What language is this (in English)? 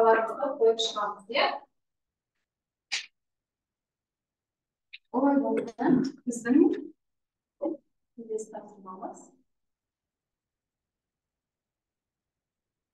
Kazakh